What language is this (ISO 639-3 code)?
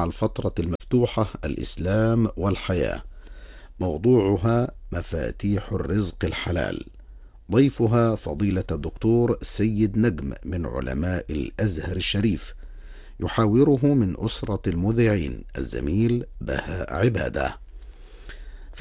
ara